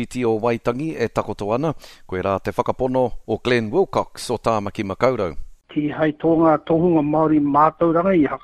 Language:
Māori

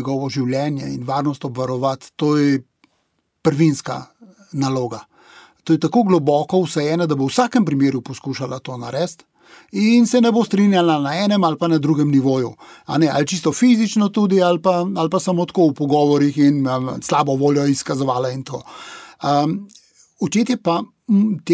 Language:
Slovenian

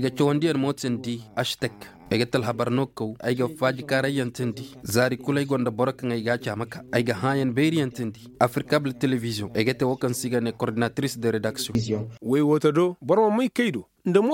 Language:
Koyraboro Senni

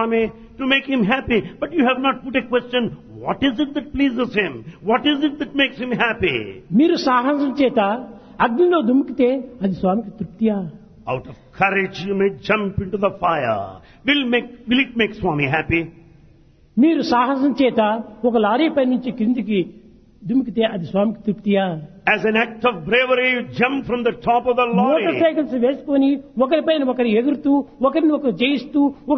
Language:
Telugu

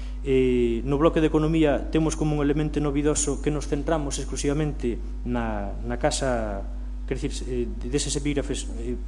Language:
Galician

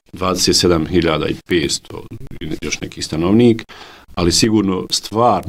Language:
Bosnian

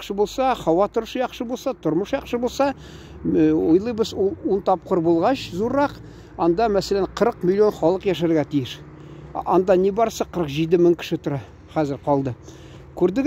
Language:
Tatar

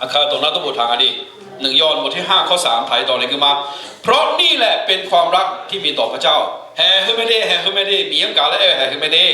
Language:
Akha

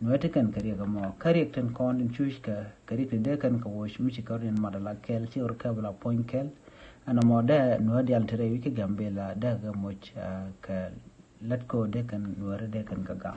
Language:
Nuer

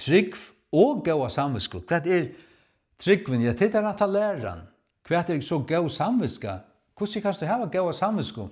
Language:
Faroese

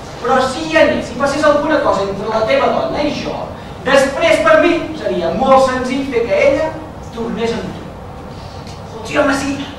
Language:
Catalan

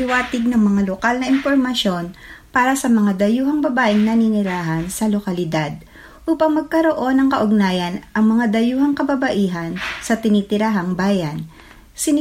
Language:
Filipino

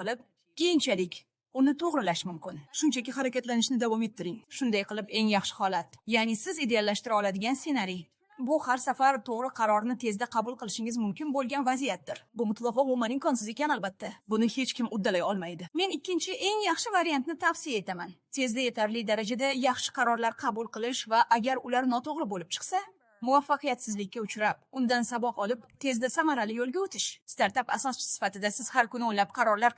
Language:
Uzbek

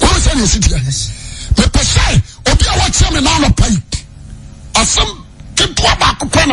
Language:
Akan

